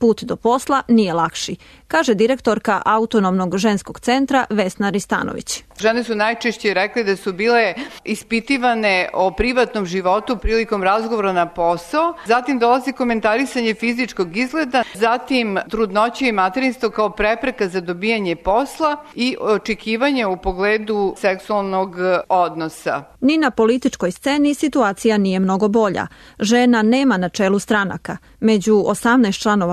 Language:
Serbian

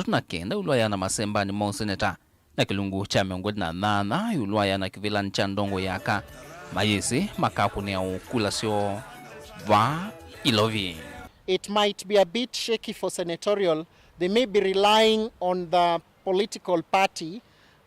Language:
Kamba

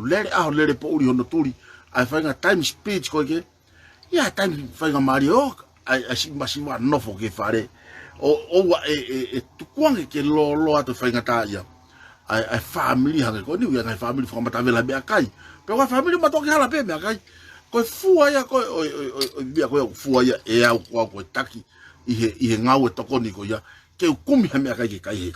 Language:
Tongan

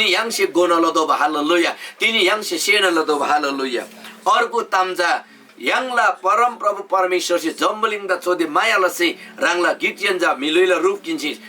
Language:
Eastern Tamang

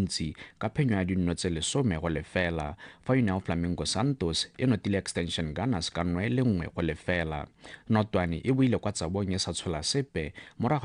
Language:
Tswana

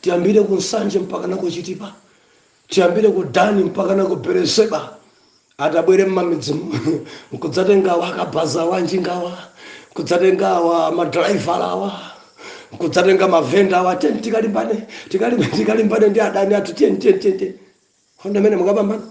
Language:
Nyanja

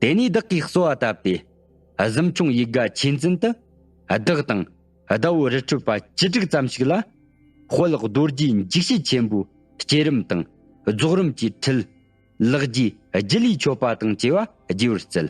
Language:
Tibetan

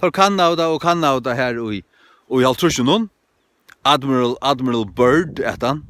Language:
Faroese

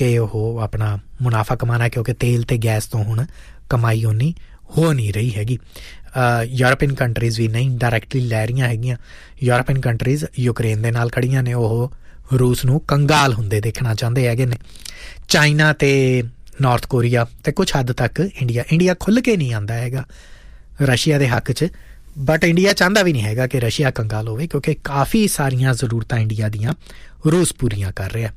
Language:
Punjabi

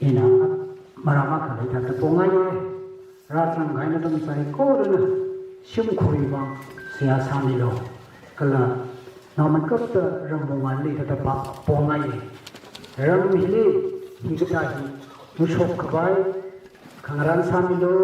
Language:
Tangkhul Naga (India)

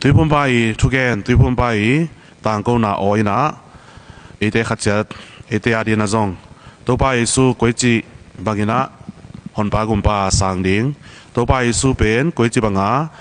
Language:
Tedim Chin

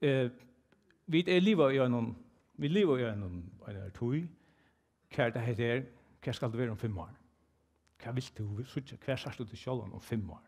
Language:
Faroese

